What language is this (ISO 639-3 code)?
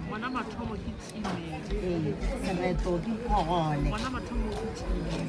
nso